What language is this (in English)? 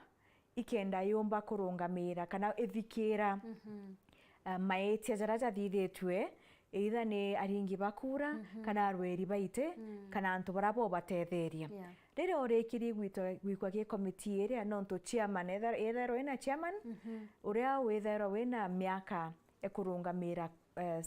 Meru